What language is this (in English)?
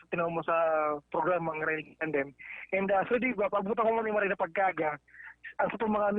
Bikol